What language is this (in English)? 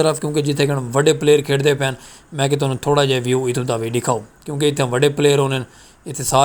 Saraiki